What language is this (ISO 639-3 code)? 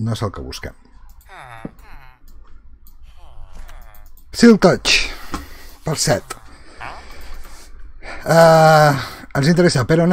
cat